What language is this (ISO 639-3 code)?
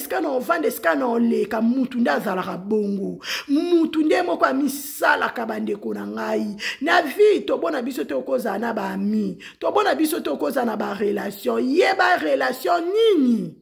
lin